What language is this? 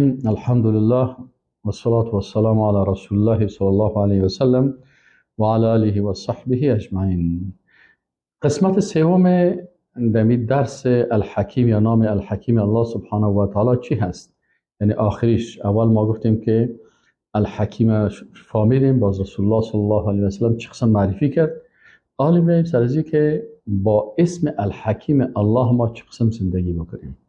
Persian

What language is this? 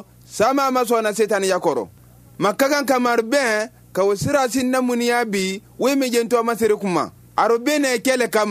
Bambara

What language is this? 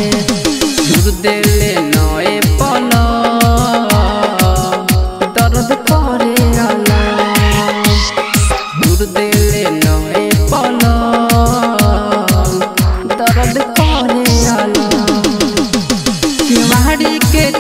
Bhojpuri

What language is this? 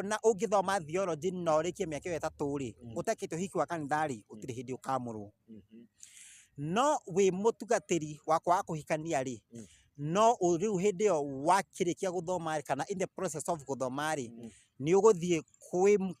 Kikuyu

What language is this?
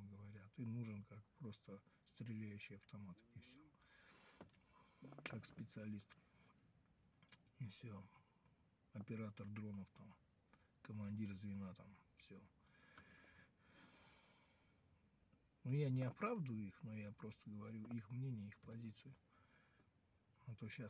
Russian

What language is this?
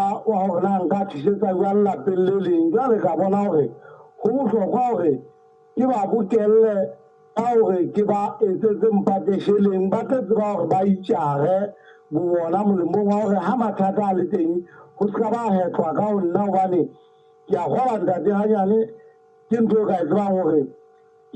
Southern Sotho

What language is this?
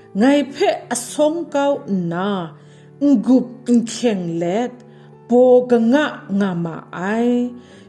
Kachin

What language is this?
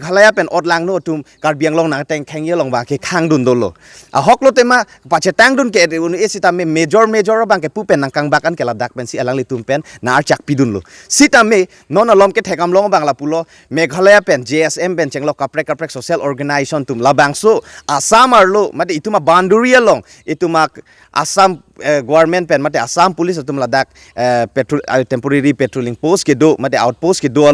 Karbi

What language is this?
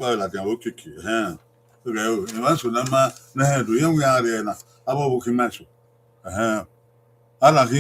Bini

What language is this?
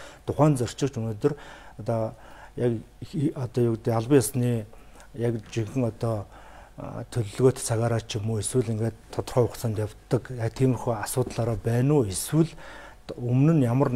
Mongolian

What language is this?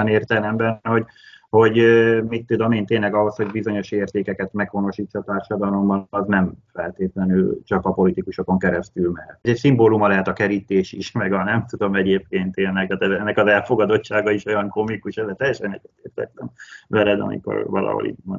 Hungarian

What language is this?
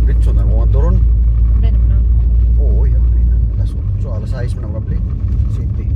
Cebuano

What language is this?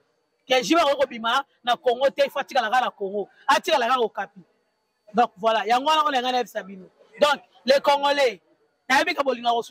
Lingala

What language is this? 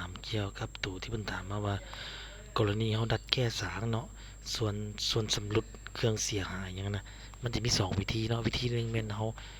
Lao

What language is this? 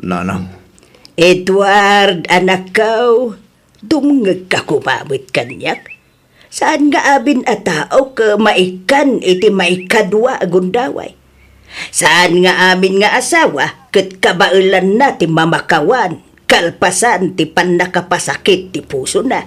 Iloko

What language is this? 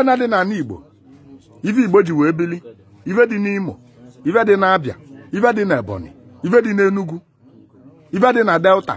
Igbo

